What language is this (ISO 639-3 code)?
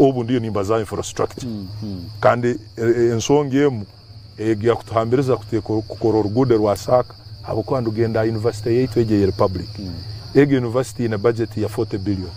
nyn